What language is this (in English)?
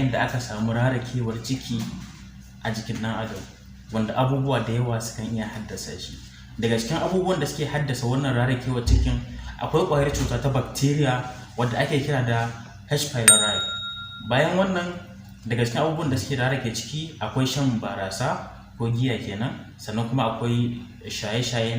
Hausa